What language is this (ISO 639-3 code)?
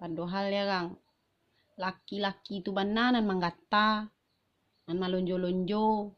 min